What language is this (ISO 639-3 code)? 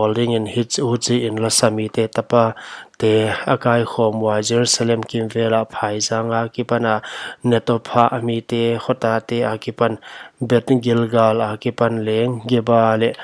pck